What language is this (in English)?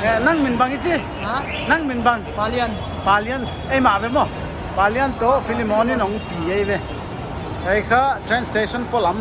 Paite Chin